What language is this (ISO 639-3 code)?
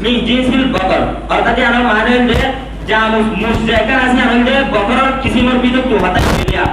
rhg